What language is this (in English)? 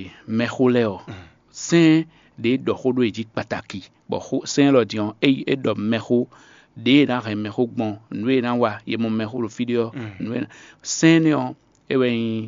Fon